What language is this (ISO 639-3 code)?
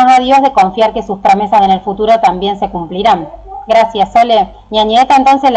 grn